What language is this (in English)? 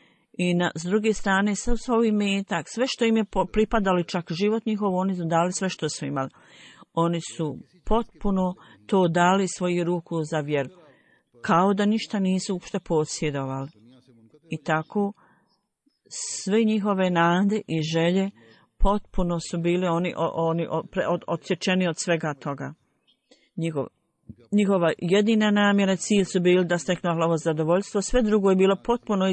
Bosnian